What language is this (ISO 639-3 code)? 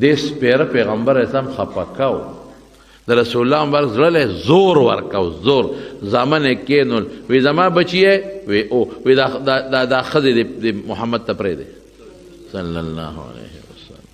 pus